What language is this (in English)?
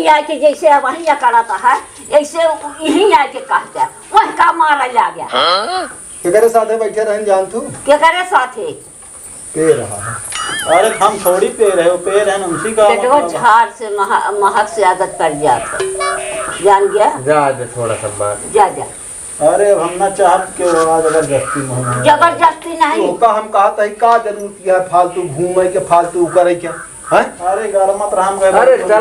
Awadhi